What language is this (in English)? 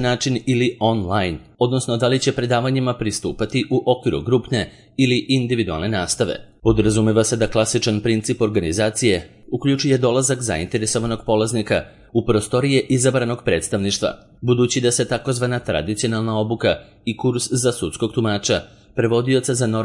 Serbian